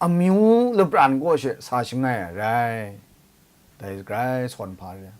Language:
Kachin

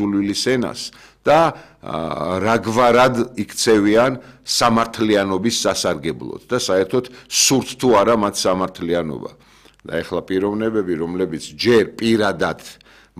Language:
Georgian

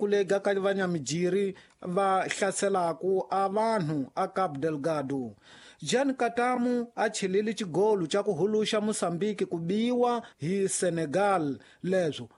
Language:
Tsonga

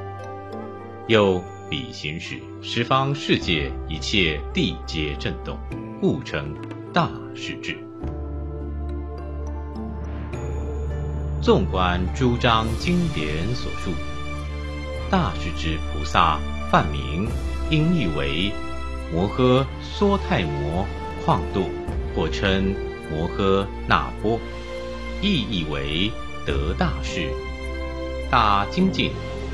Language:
Chinese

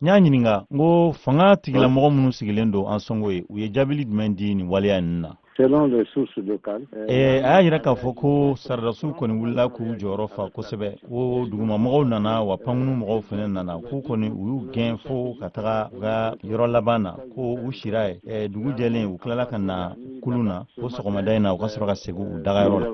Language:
Bambara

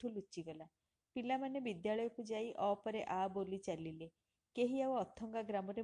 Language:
Odia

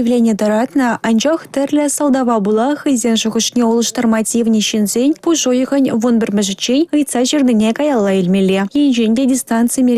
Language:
Chuvash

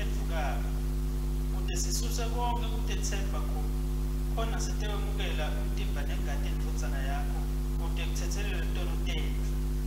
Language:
Swati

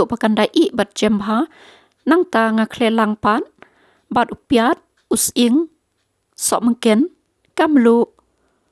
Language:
Khasi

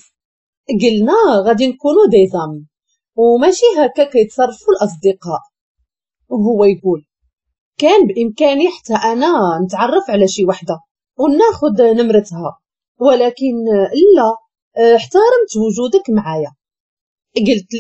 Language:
Moroccan Arabic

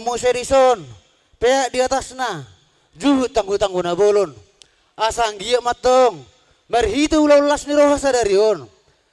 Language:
Batak Toba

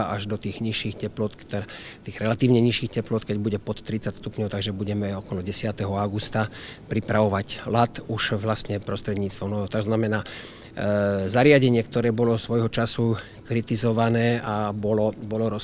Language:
Slovak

